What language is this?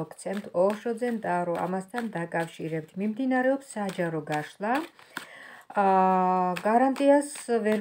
Georgian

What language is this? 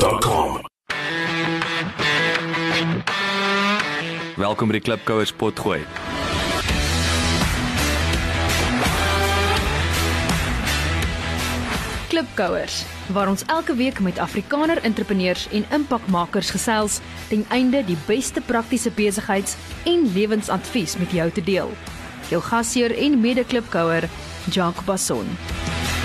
Afrikaans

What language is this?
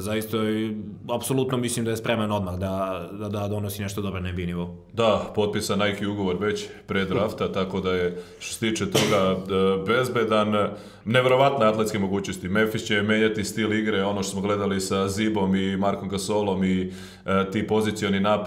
Serbian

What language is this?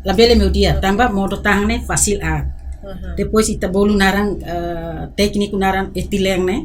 Tetum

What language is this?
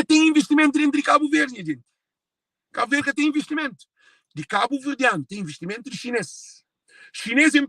Kabuverdianu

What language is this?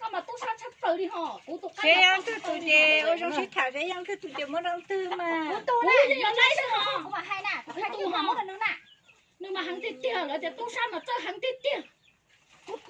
Hmong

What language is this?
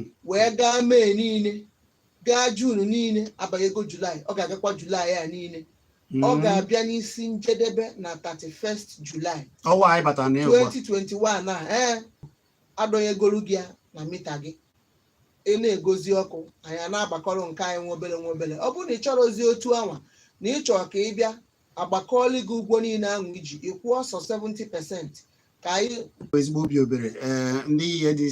Igbo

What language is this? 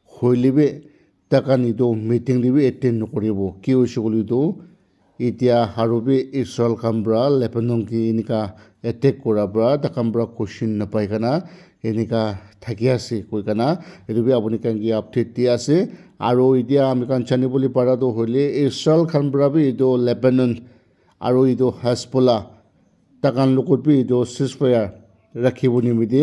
Naga Pidgin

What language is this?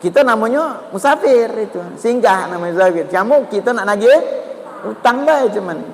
Musi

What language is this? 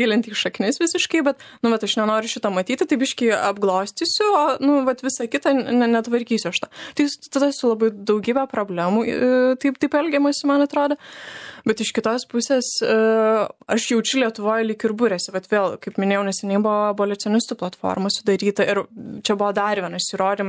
Lithuanian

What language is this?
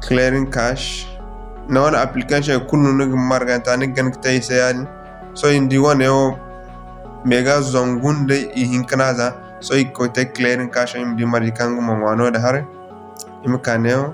Zarma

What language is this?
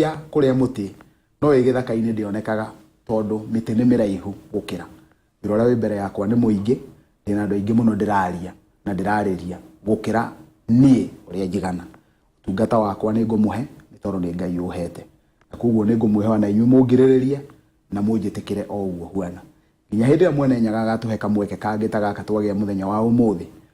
Kikuyu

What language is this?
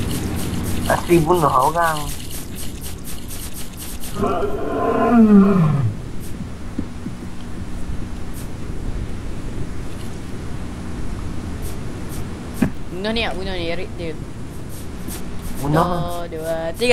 Malay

